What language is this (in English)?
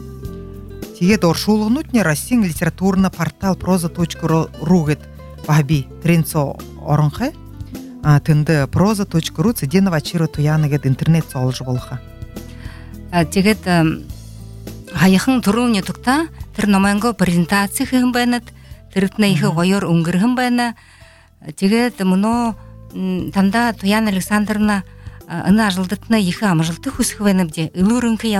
Buriat